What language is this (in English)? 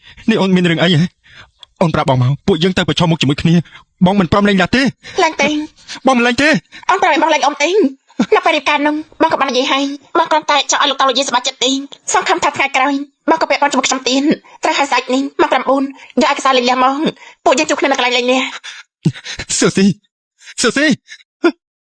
Khmer